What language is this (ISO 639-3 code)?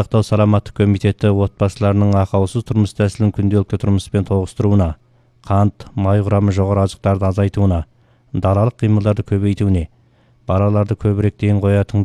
kaz